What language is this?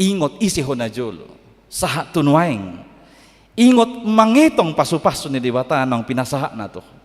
Batak Toba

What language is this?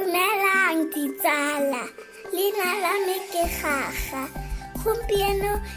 Tswana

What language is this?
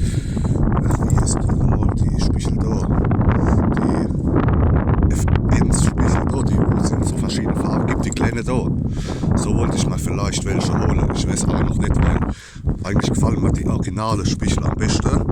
Palatine German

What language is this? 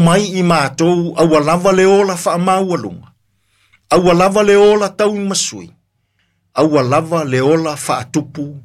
Samoan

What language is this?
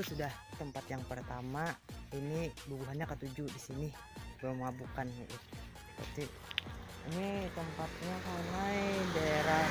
Banjar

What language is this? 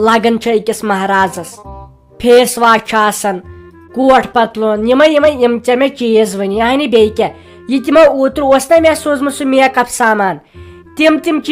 Kashmiri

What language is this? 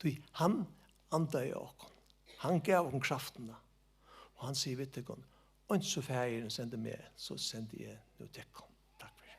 Faroese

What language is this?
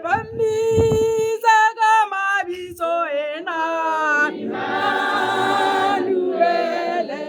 Tswana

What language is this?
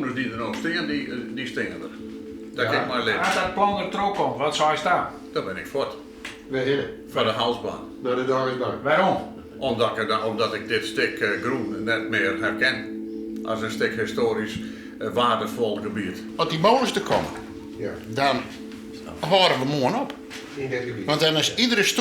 Western Frisian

